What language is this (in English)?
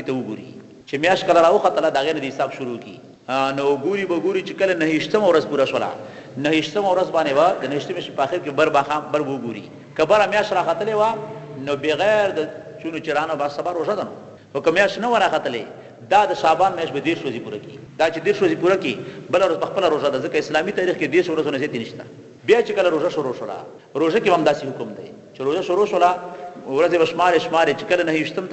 Pashto